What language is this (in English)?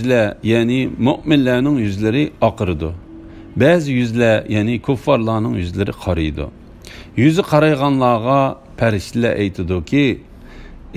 Uyghur